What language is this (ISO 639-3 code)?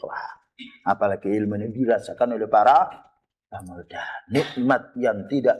ind